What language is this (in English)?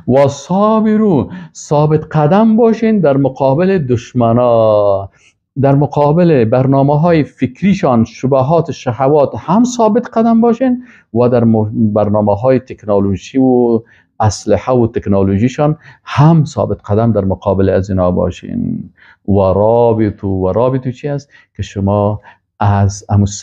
Persian